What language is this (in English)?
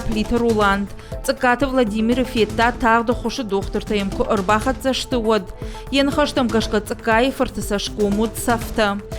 Ossetic